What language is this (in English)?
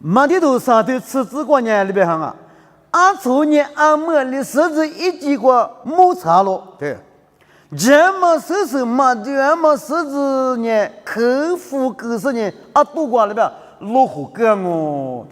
Lisu